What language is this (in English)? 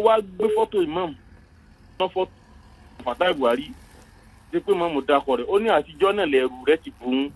Yoruba